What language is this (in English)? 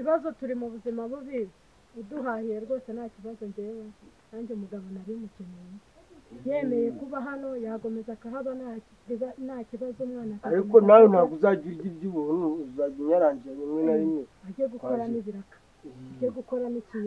Kinyarwanda